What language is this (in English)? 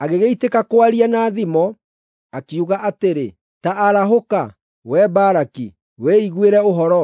Kikuyu